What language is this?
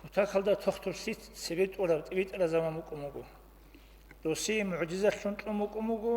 Avaric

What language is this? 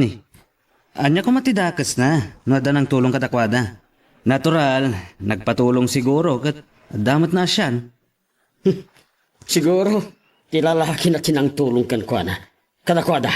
Iloko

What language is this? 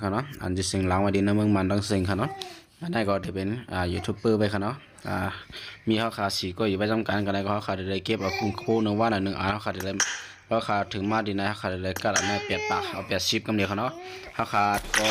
Shan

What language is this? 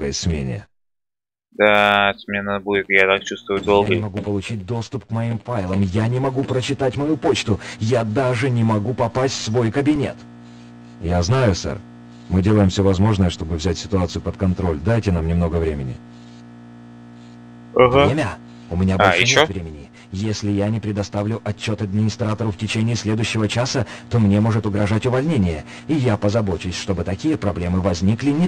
Russian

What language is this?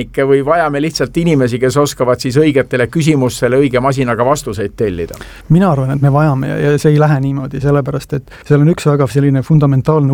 Estonian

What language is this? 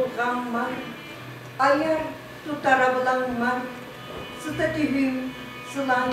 Yakut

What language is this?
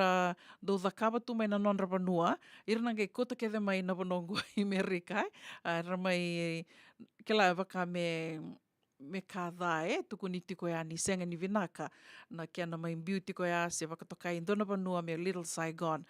Fijian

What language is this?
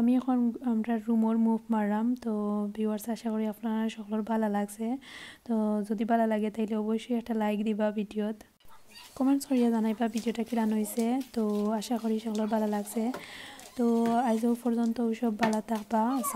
Sylheti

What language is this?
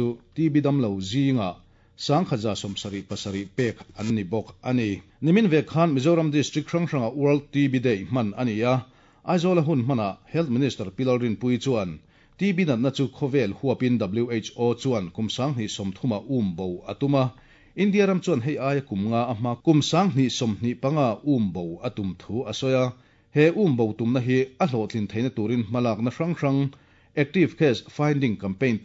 Mizo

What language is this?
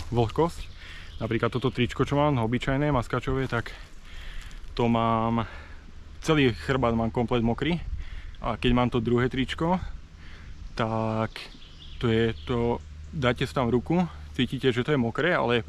Slovak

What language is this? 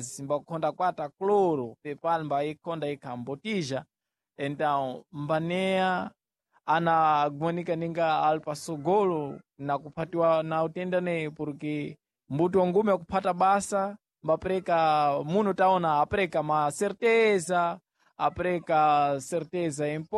Sena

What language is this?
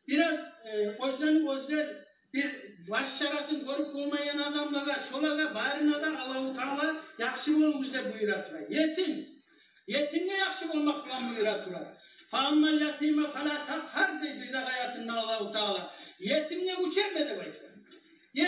Kumyk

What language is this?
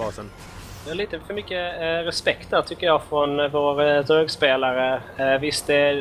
Swedish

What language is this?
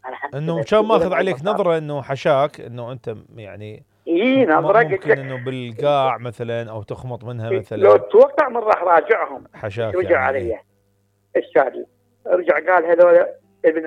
Mesopotamian Arabic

